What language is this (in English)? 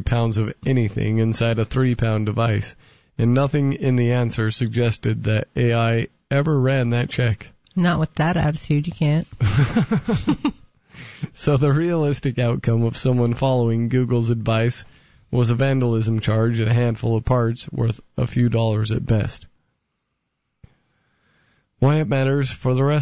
English